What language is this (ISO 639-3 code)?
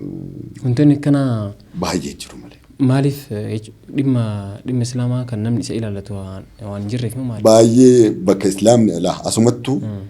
orm